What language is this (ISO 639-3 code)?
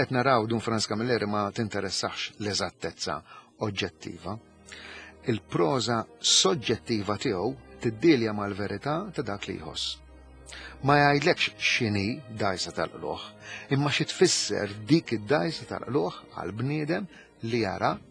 mlt